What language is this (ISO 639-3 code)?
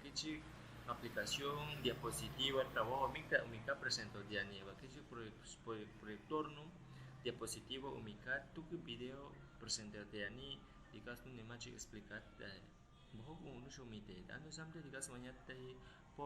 agr